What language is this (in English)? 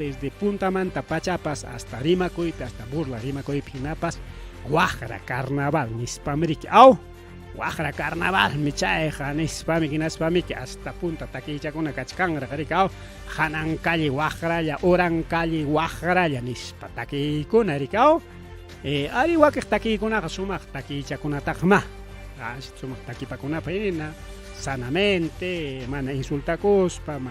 Ayacucho Quechua